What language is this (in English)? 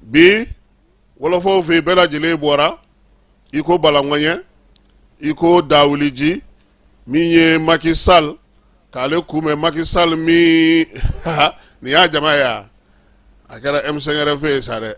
Bambara